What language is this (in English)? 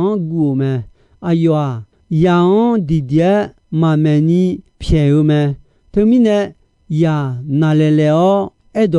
Akha